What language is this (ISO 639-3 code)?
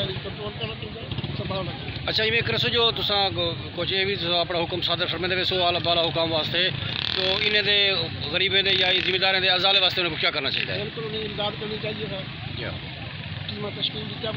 skr